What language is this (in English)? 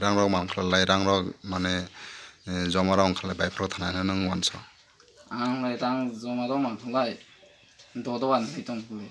Kok Borok